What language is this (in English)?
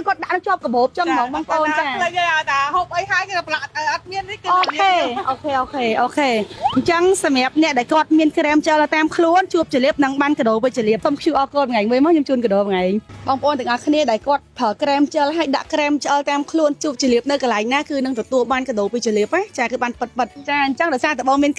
Khmer